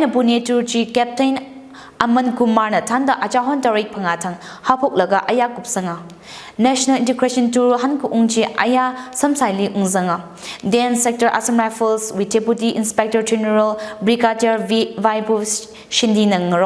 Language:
Tangkhul Naga (India)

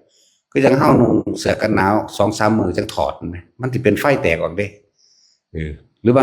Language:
Northeastern Thai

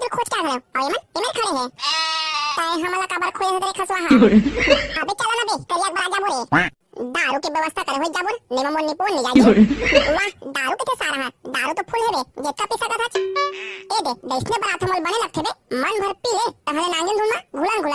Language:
Chhattisgarhi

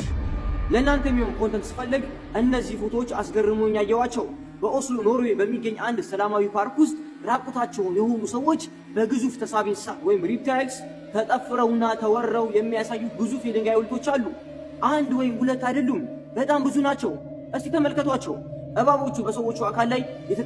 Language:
Amharic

